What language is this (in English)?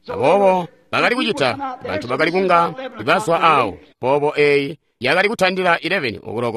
Tonga (Zambia)